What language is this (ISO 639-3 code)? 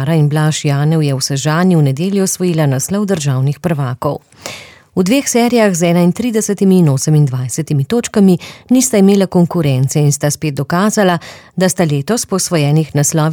slv